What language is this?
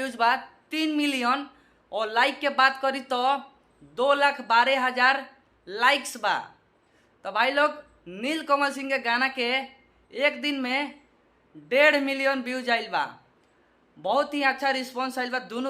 Bhojpuri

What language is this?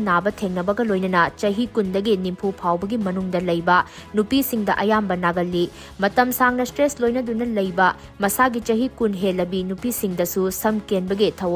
Manipuri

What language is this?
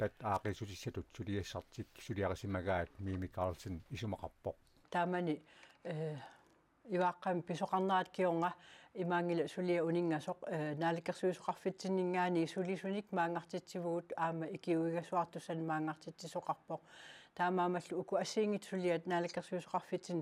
Kalaallisut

